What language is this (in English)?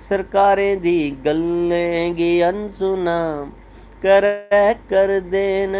Dogri